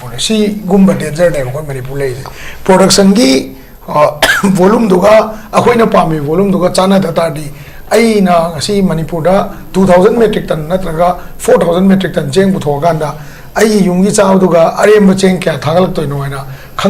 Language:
Manipuri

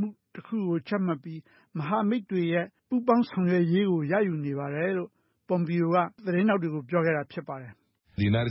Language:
Burmese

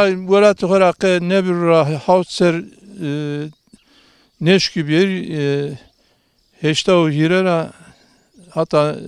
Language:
Zaza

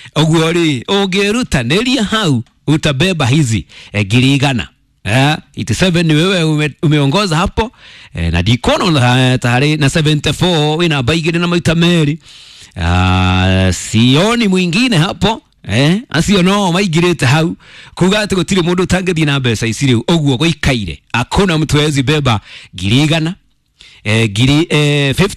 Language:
Kikuyu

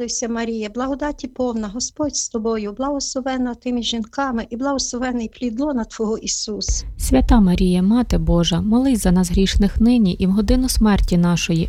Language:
Ukrainian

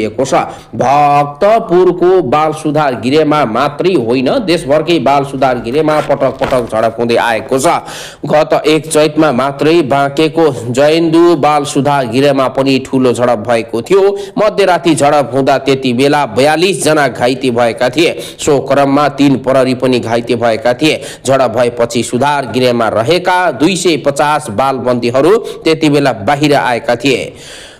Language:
Nepali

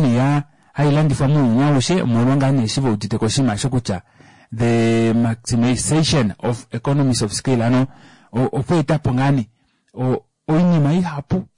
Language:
Kuanyama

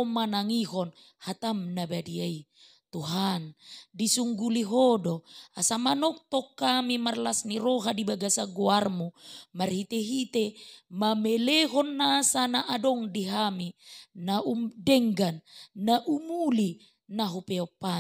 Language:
Batak Toba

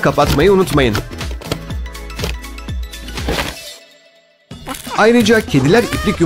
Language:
Turkish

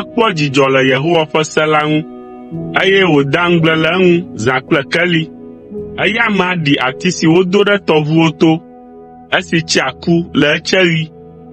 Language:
Ewe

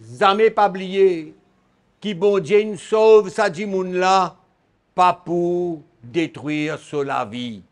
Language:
Morisyen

